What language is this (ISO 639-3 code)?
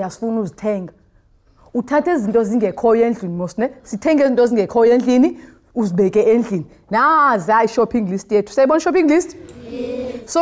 xho